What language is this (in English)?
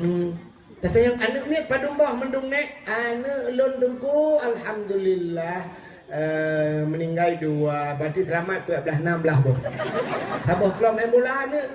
Achinese